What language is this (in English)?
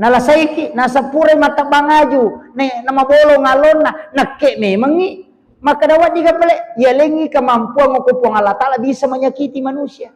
Buginese